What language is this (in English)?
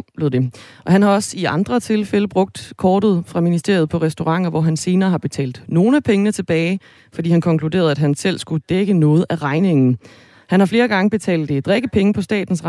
Danish